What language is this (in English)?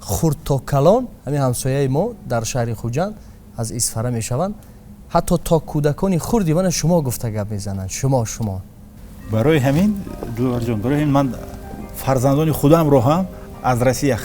Tajik